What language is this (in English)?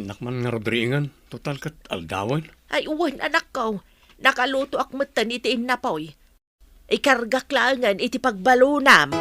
Iloko